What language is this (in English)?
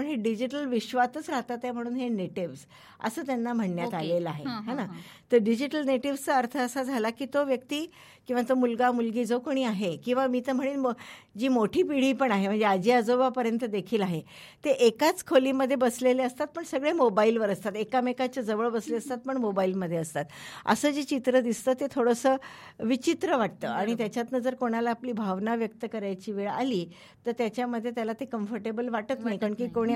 Marathi